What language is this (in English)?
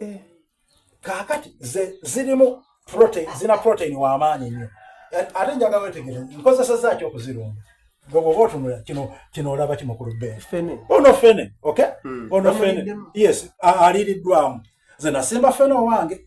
Soga